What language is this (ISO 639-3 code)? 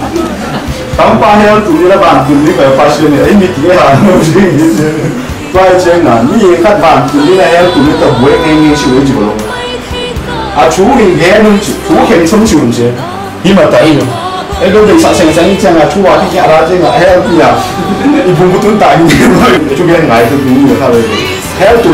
vie